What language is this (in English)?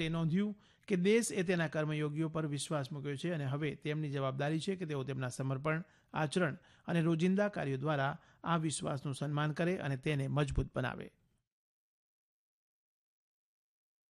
Gujarati